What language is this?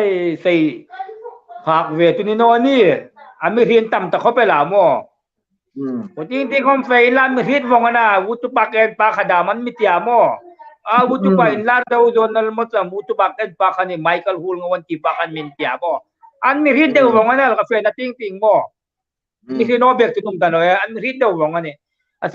Hmar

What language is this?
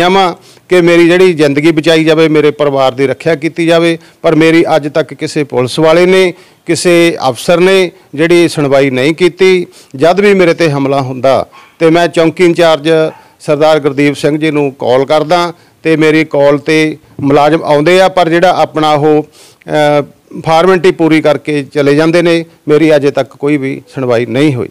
Punjabi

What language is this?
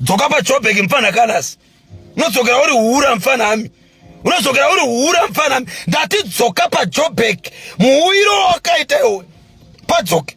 Shona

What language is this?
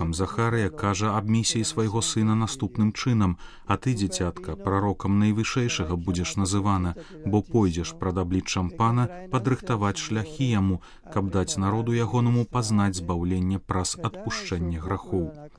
Belarusian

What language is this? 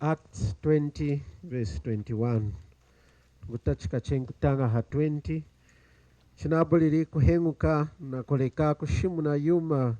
Lunda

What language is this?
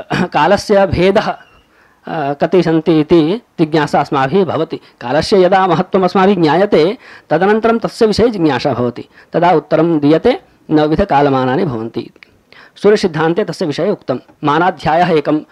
Sanskrit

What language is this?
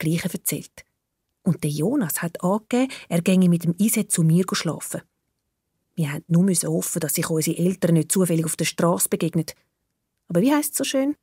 Swiss German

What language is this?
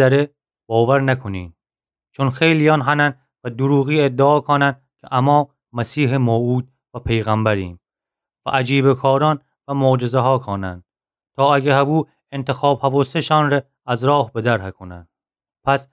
Gilaki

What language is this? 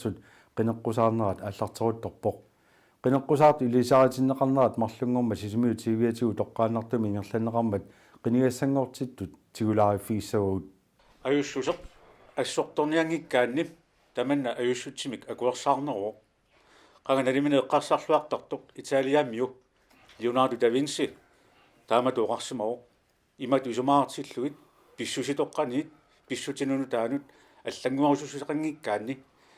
Kalaallisut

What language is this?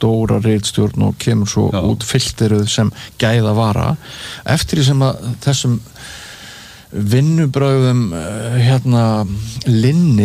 Icelandic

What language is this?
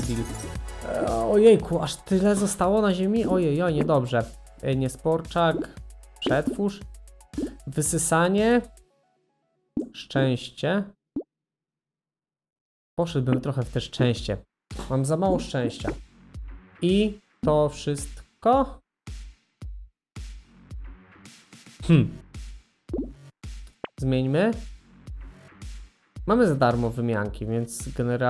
Polish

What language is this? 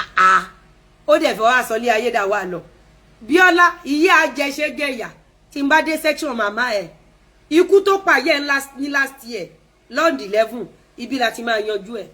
Yoruba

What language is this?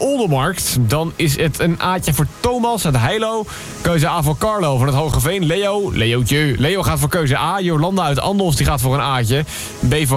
Dutch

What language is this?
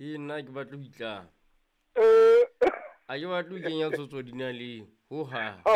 Southern Sotho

